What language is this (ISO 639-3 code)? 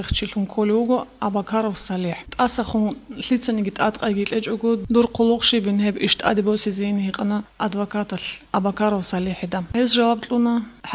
ava